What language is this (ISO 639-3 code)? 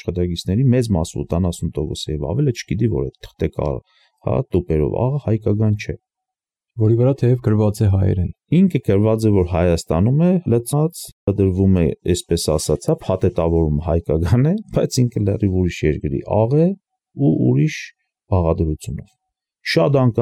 hye